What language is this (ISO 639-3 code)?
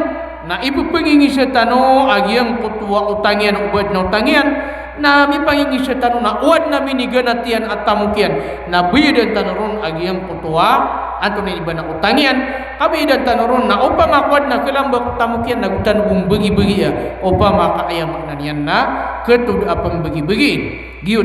mrw